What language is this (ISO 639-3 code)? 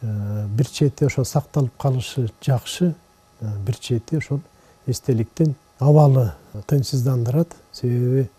kir